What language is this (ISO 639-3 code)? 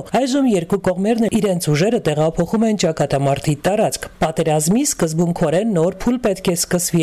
hye